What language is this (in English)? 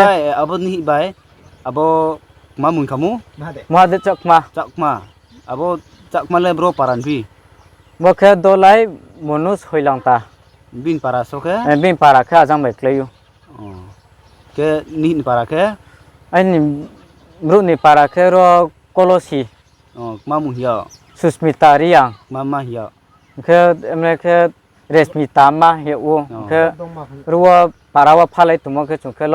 Riang (India)